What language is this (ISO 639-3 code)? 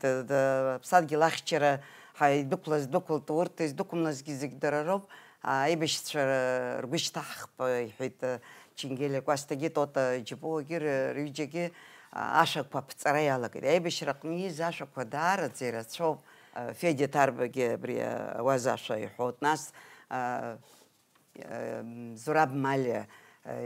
abk